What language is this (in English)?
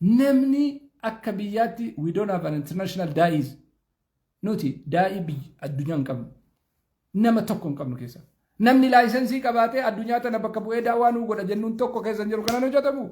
Oromo